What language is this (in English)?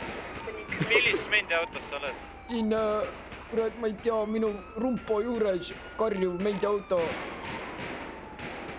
Estonian